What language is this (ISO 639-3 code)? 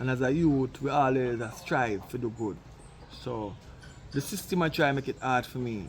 jam